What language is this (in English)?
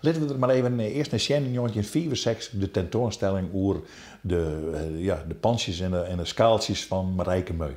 Western Frisian